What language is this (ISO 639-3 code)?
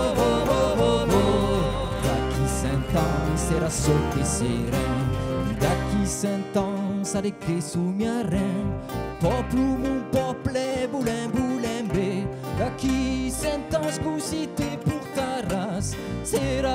oci